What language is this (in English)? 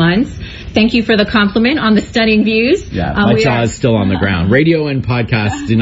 English